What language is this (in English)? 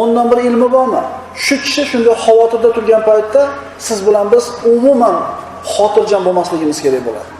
Uzbek